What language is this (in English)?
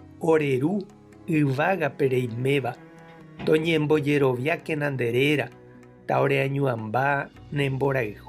Guarani